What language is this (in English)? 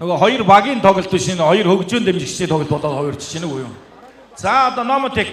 Mongolian